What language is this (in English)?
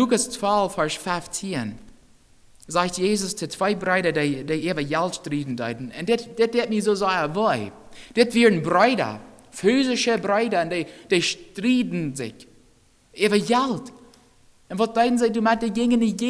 Plautdietsch